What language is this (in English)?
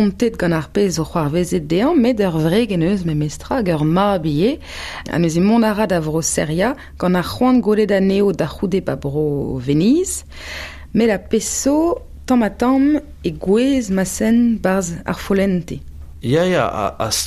Breton